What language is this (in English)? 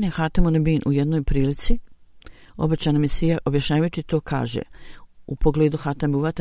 Bosnian